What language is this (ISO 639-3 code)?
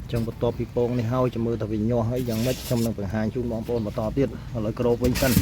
khm